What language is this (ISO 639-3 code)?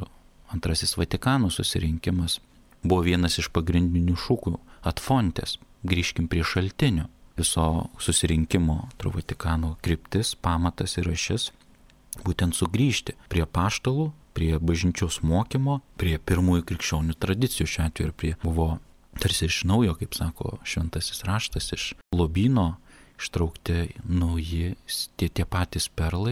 lit